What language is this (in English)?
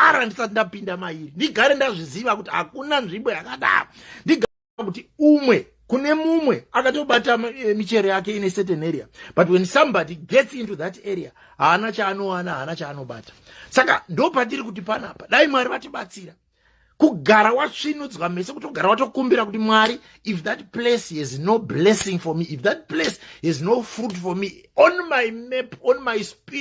Shona